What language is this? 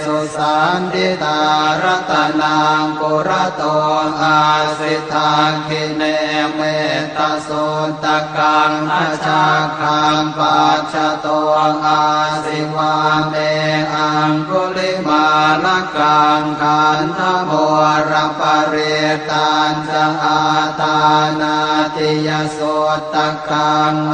Pali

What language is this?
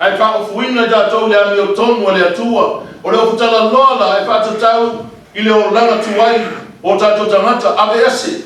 Samoan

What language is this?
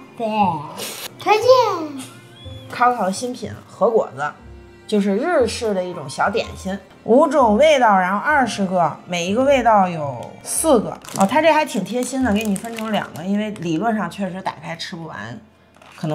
Chinese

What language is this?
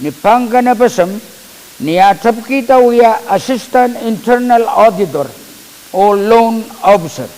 Pohnpeian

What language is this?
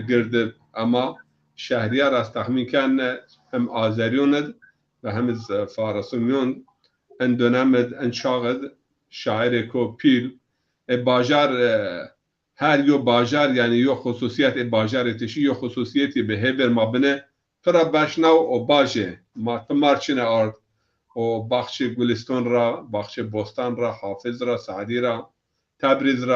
Zaza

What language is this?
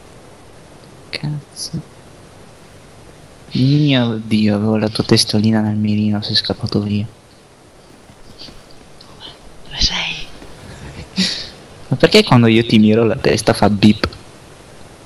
Italian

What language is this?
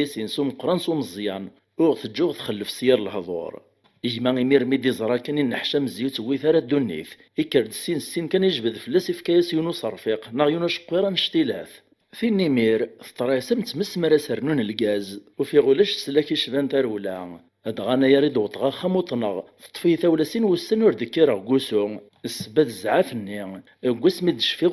Kabyle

